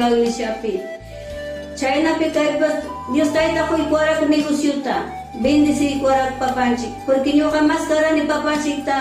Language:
Ayacucho Quechua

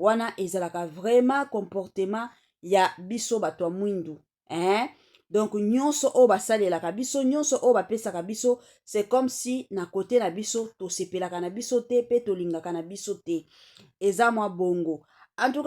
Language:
Lingala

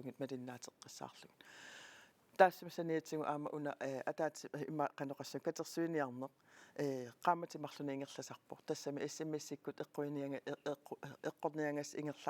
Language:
Kalaallisut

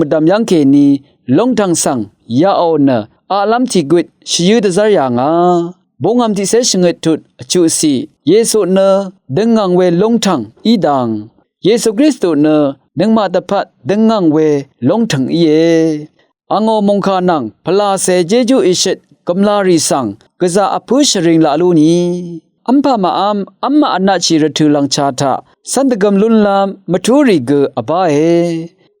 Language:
Rawang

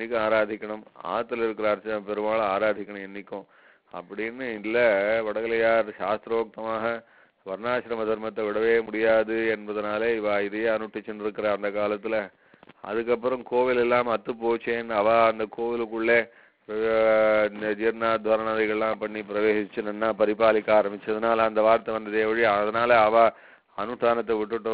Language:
Tamil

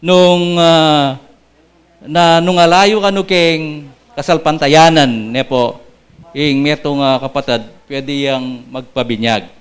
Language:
Pampanga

